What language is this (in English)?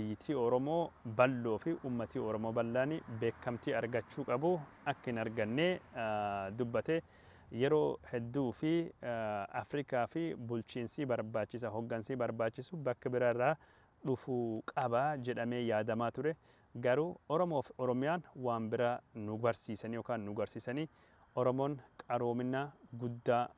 Oromo